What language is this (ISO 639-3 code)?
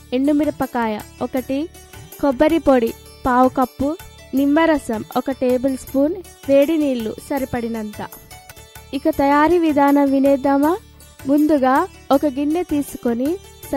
tel